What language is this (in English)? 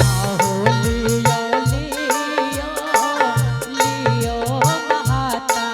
Angika